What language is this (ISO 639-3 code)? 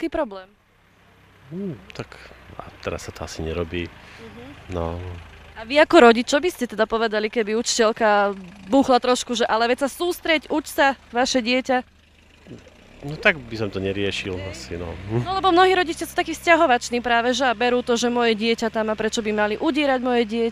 slk